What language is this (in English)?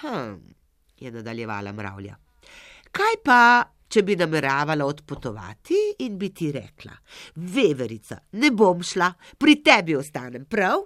Slovenian